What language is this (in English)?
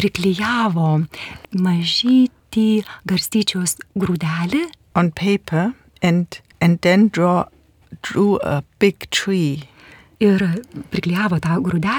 Lithuanian